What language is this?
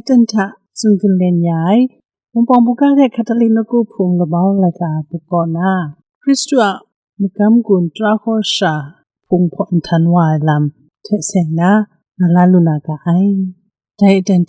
Kachin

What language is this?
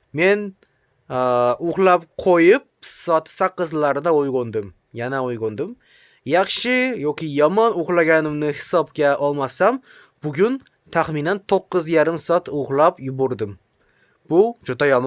Uzbek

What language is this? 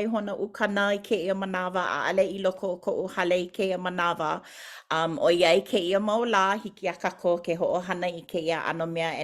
Hawaiian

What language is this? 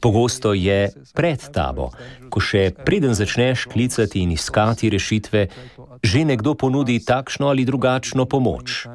Slovenian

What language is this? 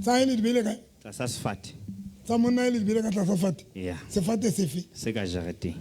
Southern Sotho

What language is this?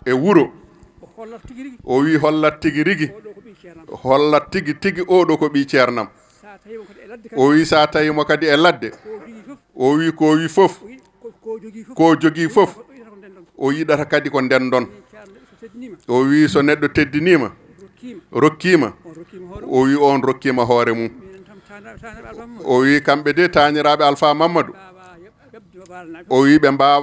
Fula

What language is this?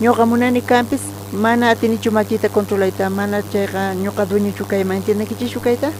South Bolivian Quechua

